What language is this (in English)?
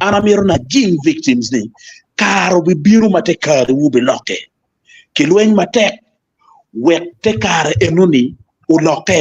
Acoli